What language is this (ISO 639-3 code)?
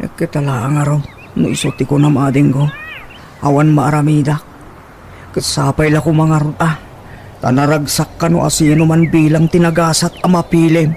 ilo